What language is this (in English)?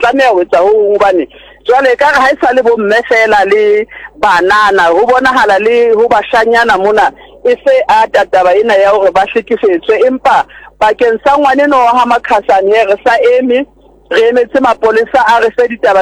Southern Sotho